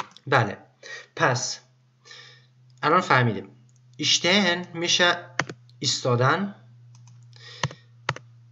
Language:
Persian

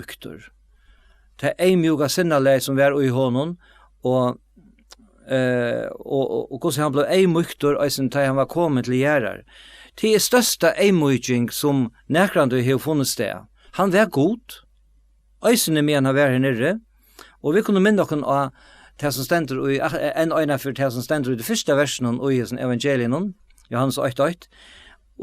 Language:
Faroese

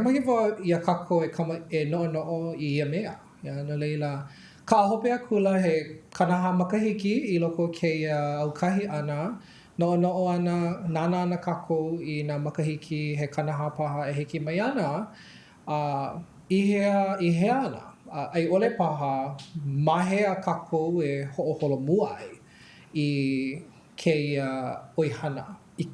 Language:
Hawaiian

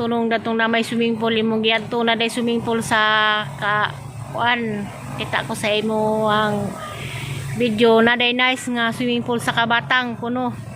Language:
Cebuano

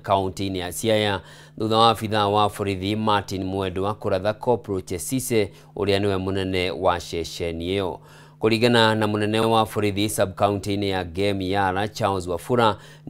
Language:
Kikuyu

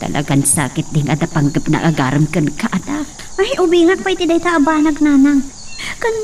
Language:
Iloko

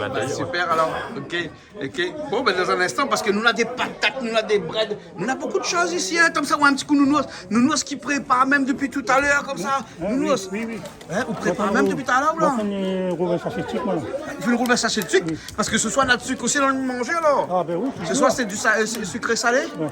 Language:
Réunion Creole French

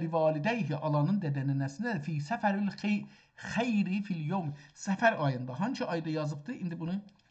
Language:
South Azerbaijani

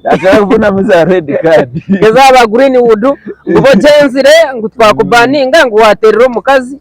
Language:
Nyankole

